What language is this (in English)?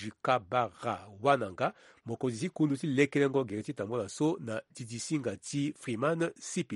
Sango